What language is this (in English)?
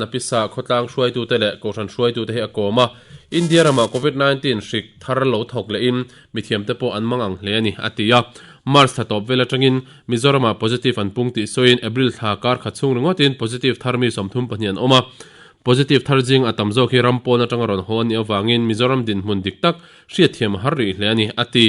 Mizo